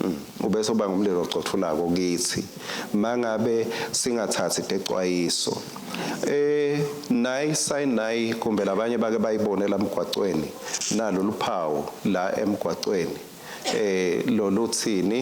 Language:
Swati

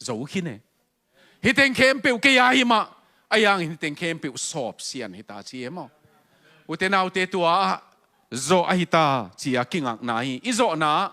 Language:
Tedim Chin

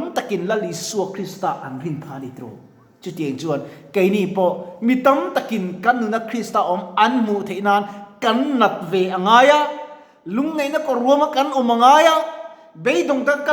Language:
Mizo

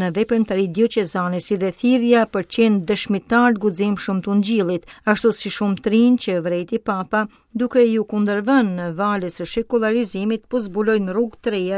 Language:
Albanian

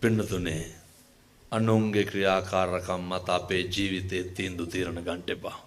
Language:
Sinhala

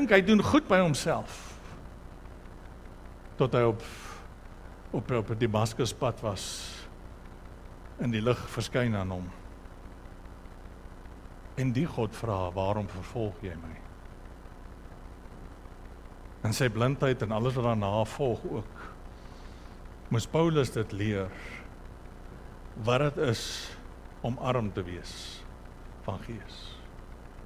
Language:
Afrikaans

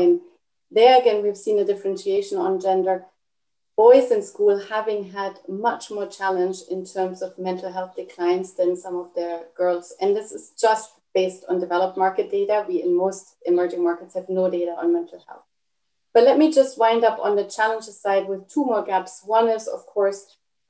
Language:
English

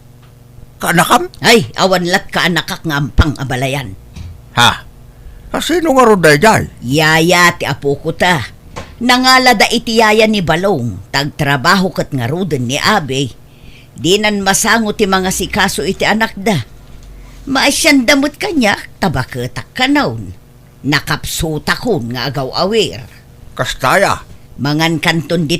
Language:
Iloko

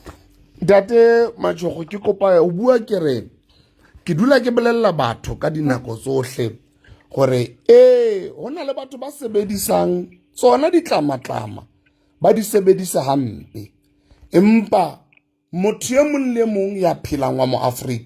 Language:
Southern Sotho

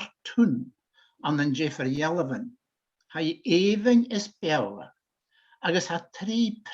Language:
Scottish Gaelic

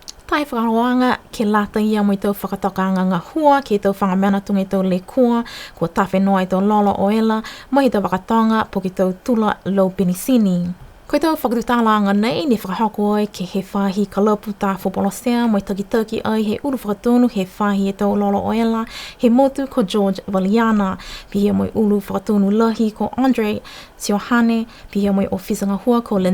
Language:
Niuean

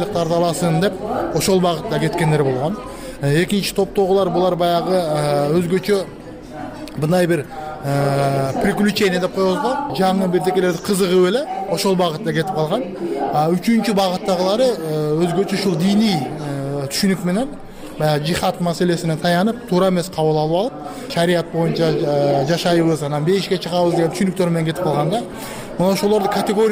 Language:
Kyrgyz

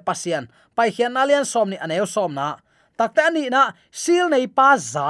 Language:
Tedim Chin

